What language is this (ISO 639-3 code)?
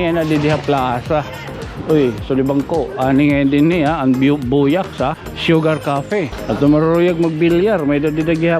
war